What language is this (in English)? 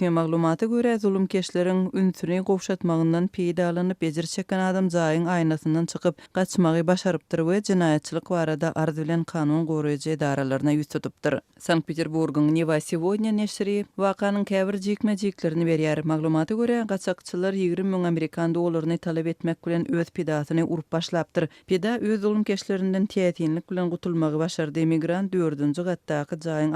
Turkmen